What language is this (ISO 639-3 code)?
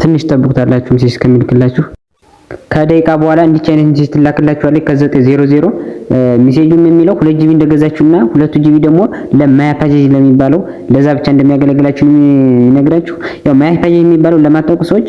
amh